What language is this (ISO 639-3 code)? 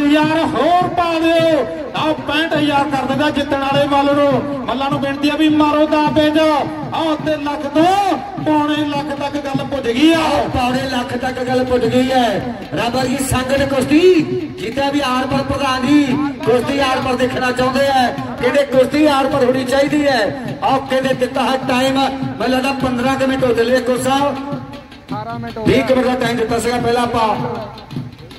pan